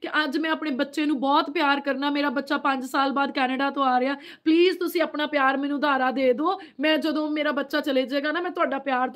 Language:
Punjabi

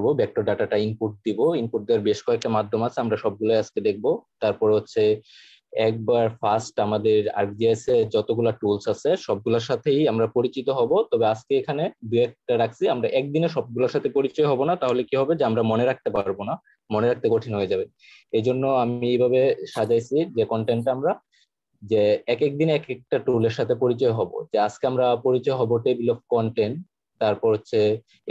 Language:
Bangla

